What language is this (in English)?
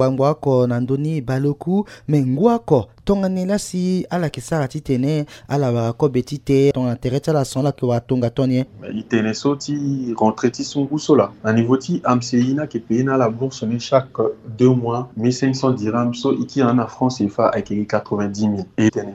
Sango